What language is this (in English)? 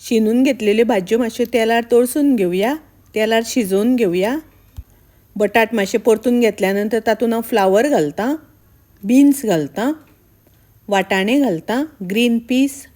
Konkani